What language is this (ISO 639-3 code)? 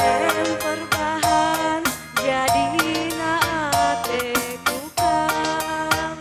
btx